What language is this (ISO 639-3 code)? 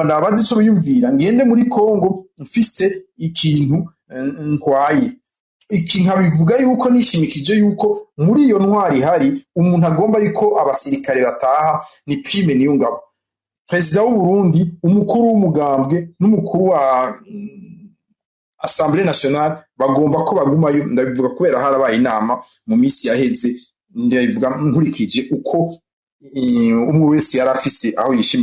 run